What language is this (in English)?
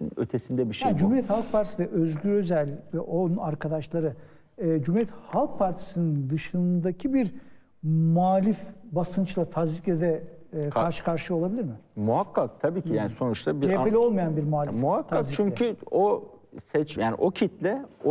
Turkish